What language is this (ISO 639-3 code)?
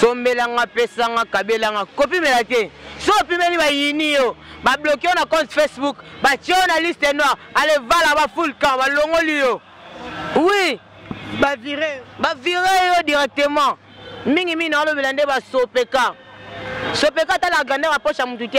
lin